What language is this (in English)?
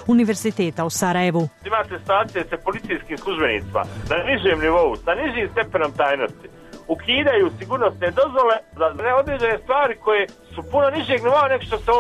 Bosnian